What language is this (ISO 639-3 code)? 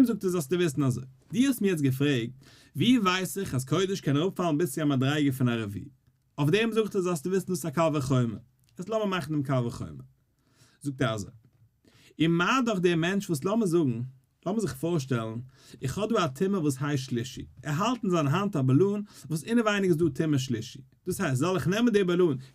yid